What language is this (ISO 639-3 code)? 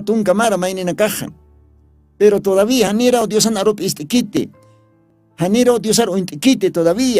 aym